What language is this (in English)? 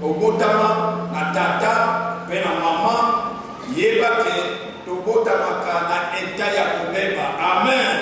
Lingala